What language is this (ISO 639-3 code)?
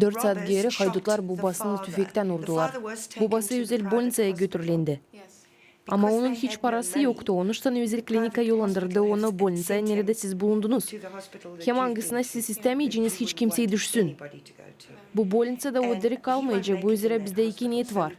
gag